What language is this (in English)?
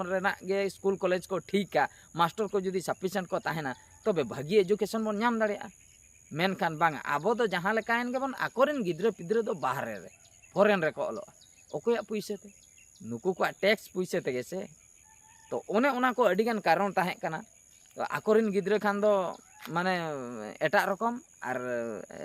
Santali